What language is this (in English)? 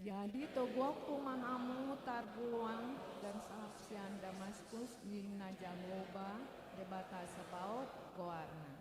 Batak Toba